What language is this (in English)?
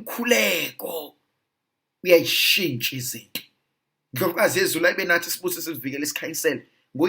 Zulu